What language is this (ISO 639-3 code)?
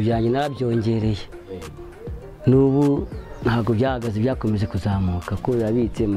kin